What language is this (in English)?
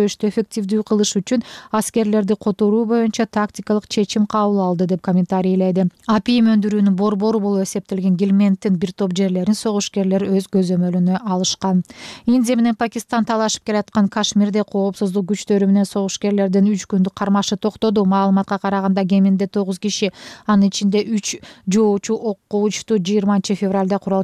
Kyrgyz